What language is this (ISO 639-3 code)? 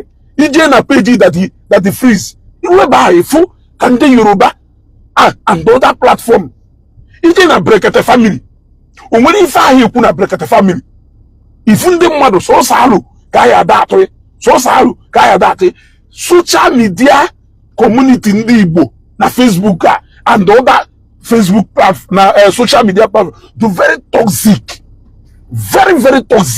ibo